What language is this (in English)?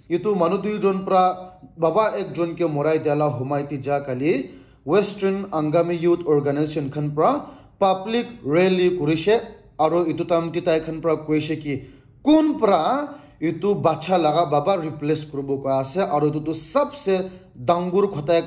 Naga Pidgin